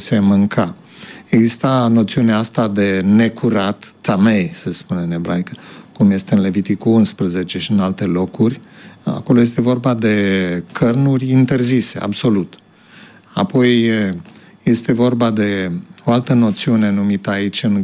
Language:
Romanian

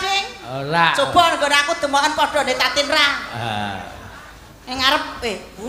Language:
Javanese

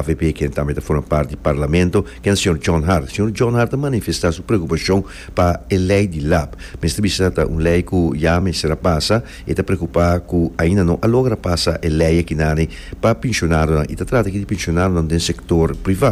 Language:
Papiamento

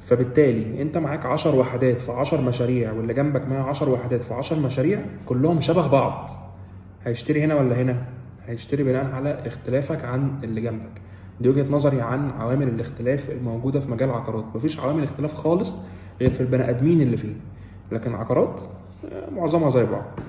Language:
Egyptian Arabic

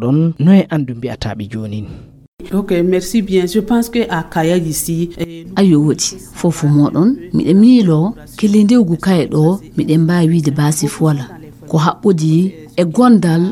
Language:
Fula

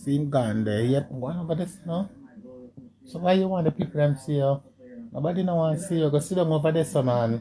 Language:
Jamaican Creole English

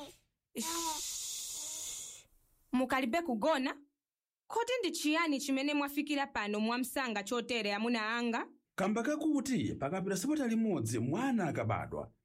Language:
Nyanja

